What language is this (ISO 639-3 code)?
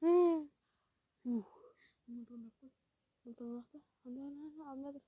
kaa